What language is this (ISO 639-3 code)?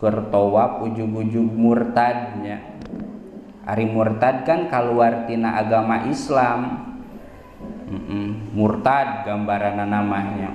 sun